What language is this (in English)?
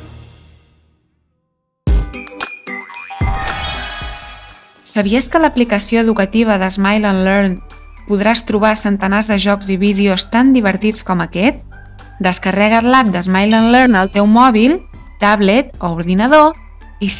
Catalan